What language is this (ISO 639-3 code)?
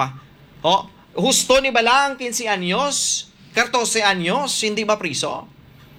fil